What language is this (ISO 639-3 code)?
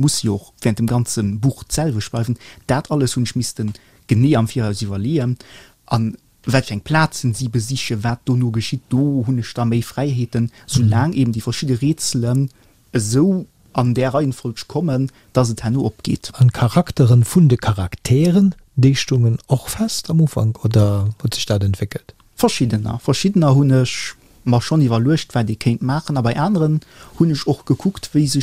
ltz